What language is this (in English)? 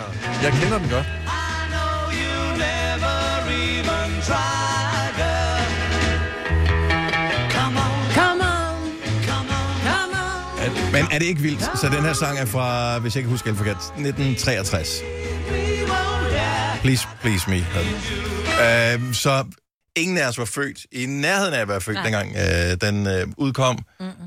Danish